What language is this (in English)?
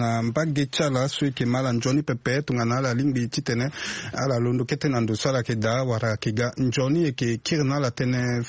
Sango